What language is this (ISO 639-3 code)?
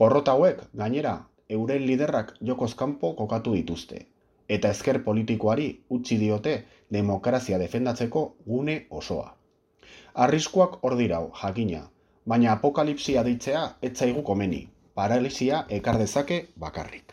eus